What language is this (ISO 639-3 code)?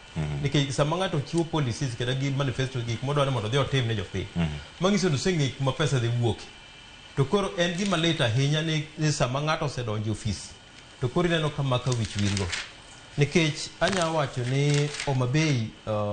luo